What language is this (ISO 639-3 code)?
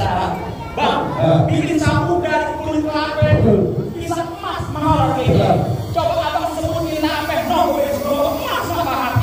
bew